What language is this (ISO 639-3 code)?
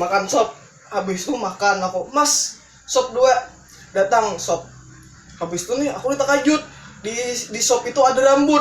bjn